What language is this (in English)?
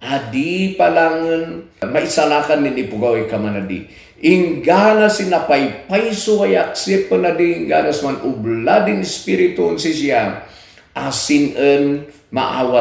Kankanaey